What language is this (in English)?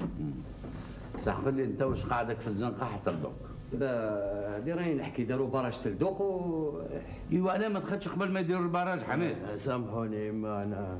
Algerian Arabic